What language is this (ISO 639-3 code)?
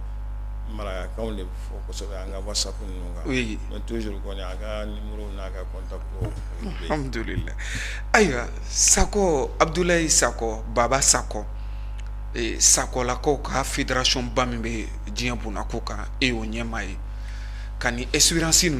bam